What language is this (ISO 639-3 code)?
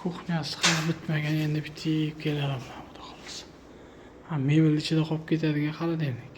uzb